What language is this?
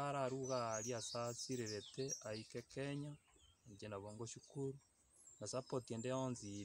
Gusii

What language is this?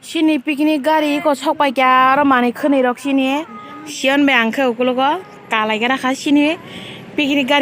Kok Borok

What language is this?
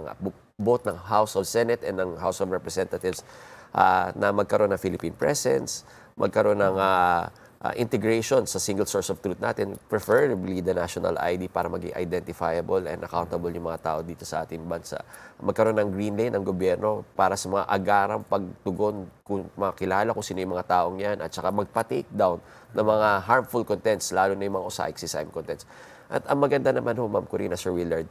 Filipino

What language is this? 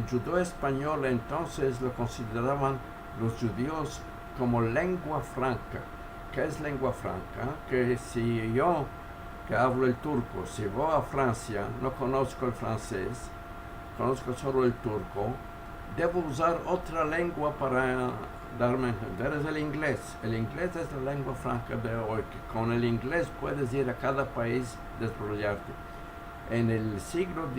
Ladino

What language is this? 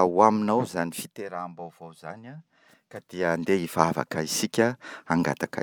Malagasy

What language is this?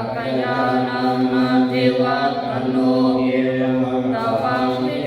Pali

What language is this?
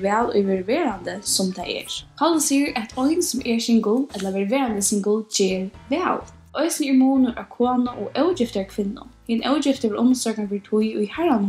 Faroese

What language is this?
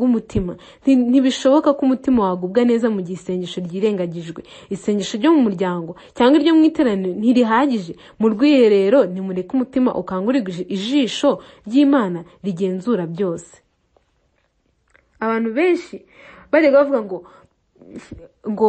Kinyarwanda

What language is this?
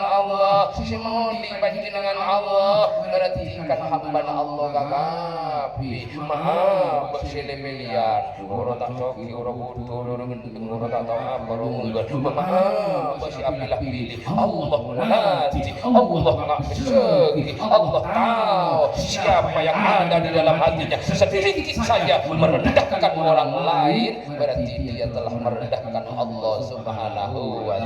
Madurese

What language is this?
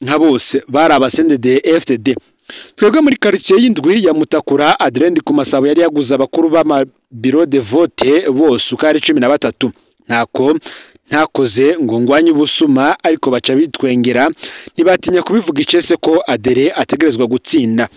Rundi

